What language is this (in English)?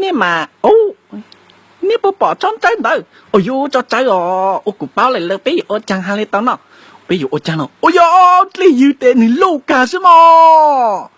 Hmong